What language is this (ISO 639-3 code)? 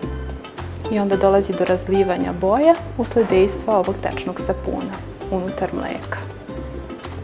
srp